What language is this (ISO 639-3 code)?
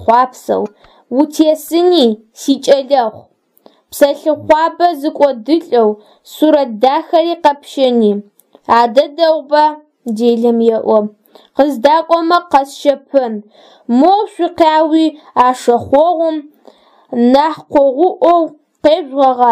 ady